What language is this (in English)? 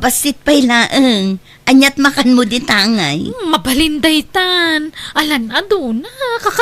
Iloko